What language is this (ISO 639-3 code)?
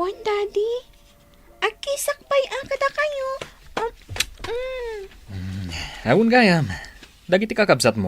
ilo